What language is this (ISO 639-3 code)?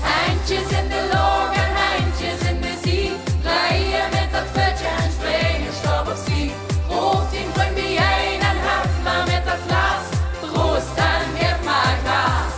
lim